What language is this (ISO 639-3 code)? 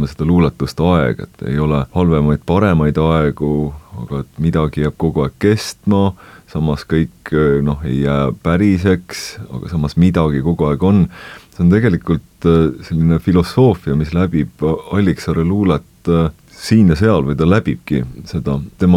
est